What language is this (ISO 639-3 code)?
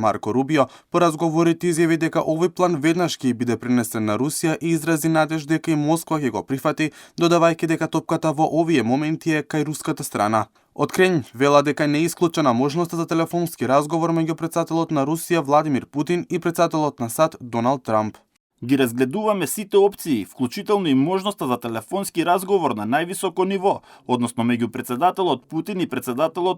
mkd